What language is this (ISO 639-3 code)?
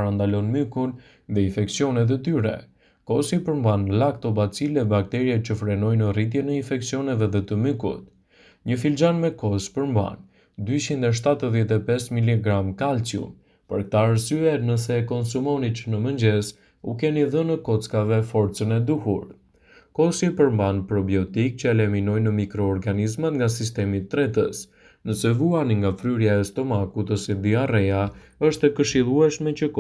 sqi